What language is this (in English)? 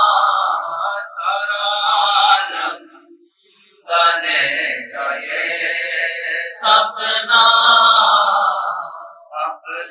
Urdu